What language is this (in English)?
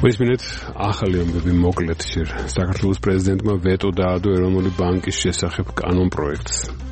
Georgian